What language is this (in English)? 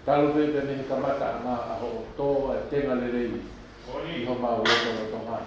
Tongan